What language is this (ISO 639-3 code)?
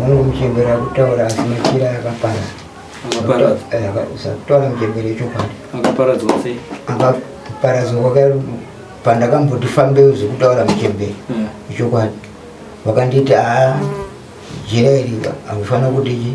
sna